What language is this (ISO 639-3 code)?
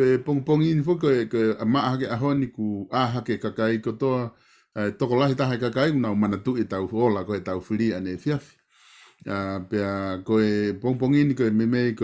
ton